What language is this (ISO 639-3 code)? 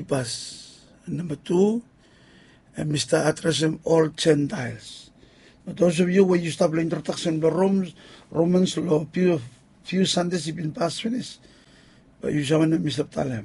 bis